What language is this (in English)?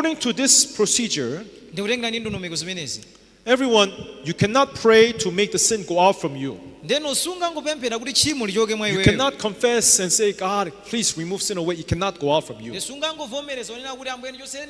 Nyanja